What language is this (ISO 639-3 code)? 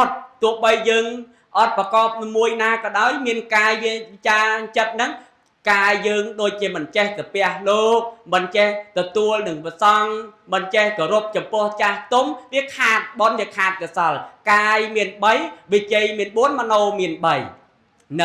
khm